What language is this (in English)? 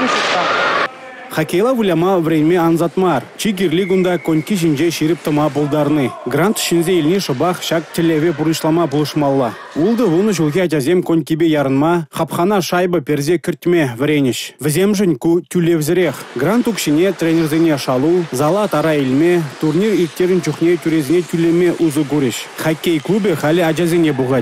Chuvash